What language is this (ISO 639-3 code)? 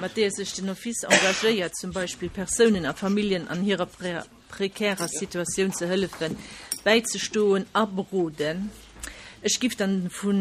ltz